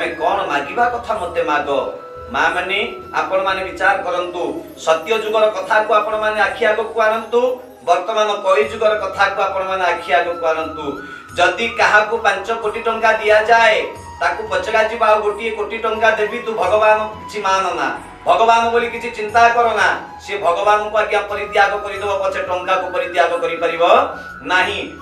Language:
Odia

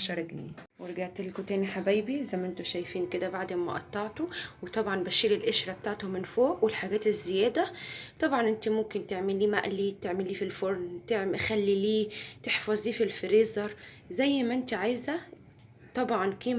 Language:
Egyptian Arabic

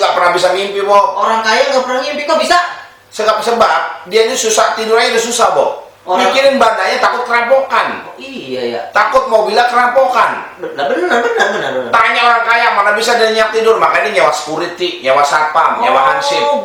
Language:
Betawi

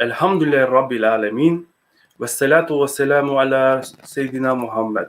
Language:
Balkan Romani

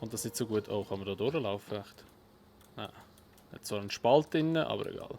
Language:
Swiss German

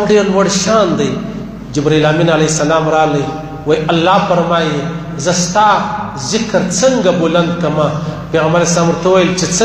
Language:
Pashto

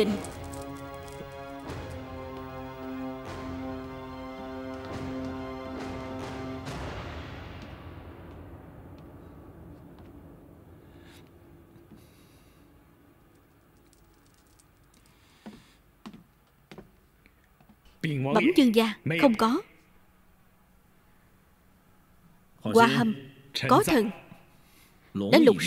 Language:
Vietnamese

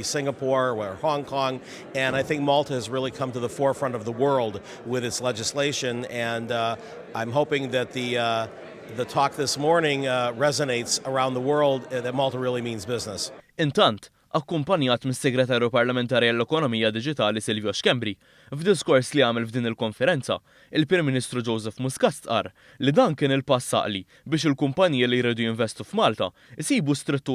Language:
Maltese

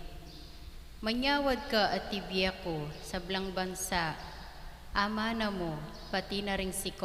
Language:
Pampanga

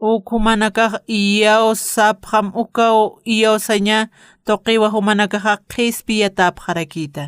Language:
Aymara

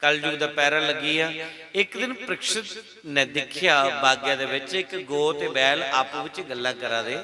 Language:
Dogri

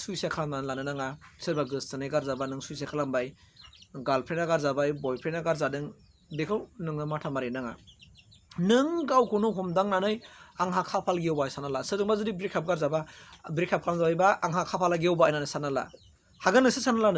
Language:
Bodo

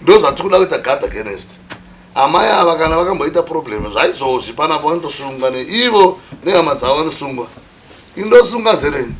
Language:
Shona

